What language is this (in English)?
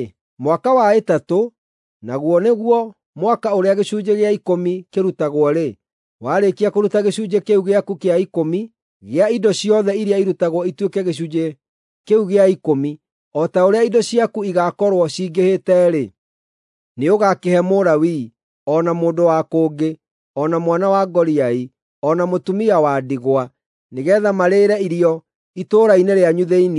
Kikuyu